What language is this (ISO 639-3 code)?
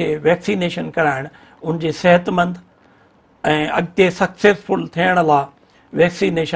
snd